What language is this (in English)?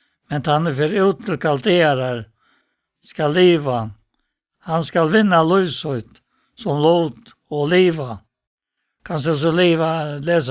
Faroese